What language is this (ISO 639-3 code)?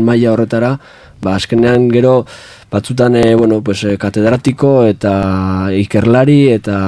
eus